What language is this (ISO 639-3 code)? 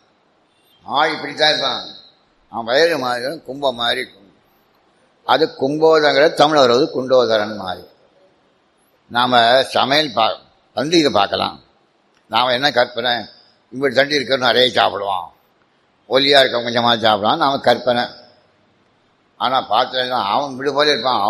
tam